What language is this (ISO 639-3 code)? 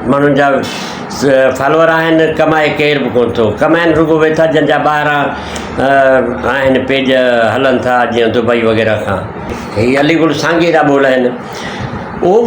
snd